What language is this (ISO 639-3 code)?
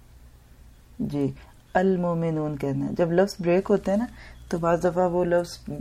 urd